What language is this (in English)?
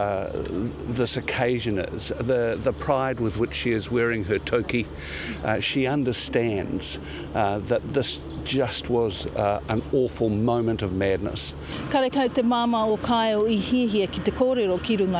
Māori